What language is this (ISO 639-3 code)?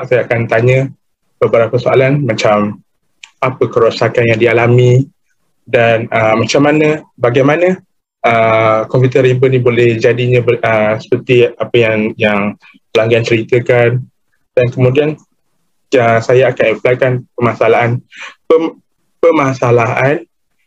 msa